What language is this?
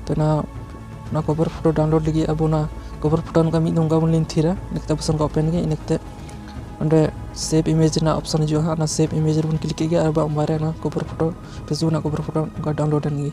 Santali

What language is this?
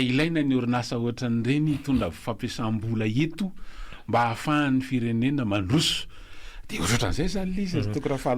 Malagasy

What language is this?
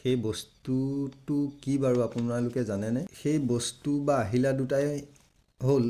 Assamese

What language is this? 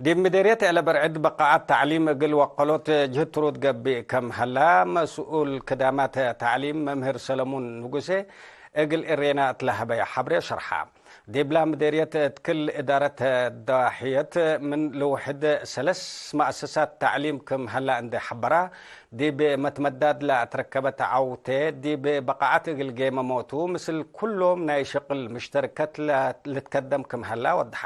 Tigre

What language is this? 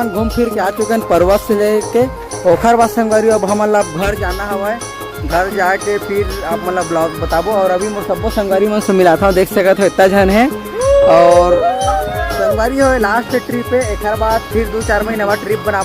Chhattisgarhi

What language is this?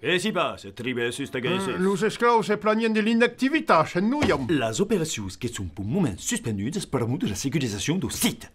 Occitan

